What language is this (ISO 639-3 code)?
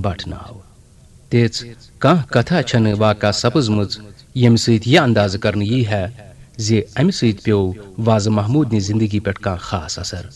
kas